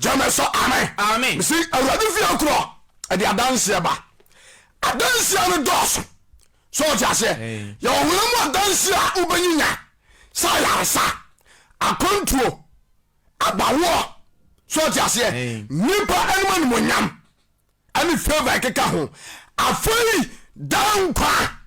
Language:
Akan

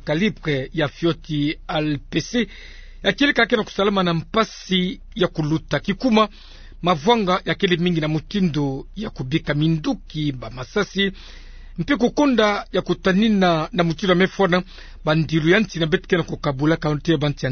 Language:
Kituba (Democratic Republic of Congo)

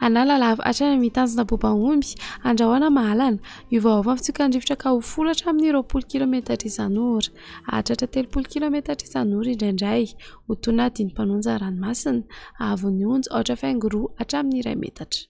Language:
Malagasy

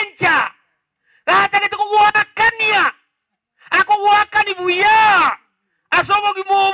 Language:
Gusii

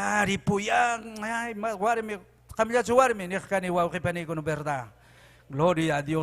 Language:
Ayacucho Quechua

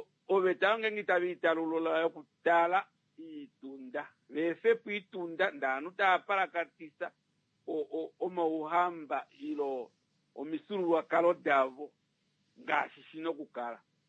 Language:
Kuanyama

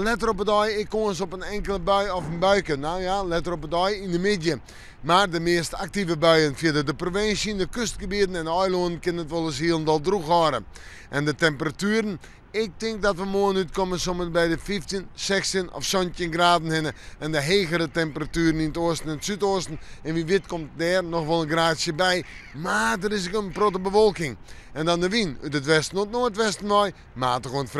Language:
Western Frisian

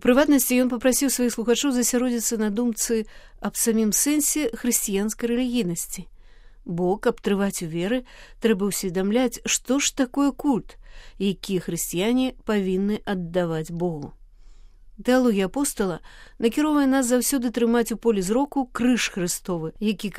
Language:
Belarusian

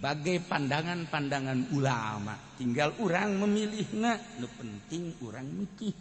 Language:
Sundanese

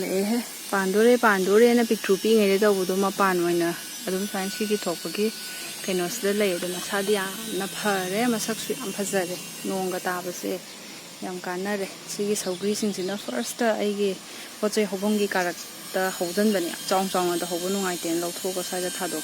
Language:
Manipuri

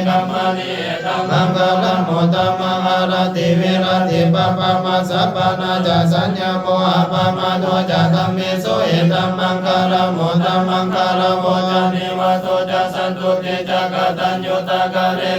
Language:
Pali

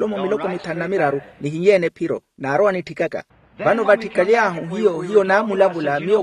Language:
Makhuwa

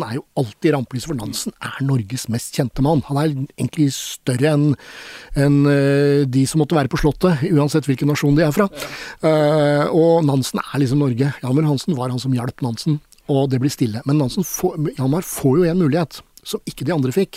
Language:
Norwegian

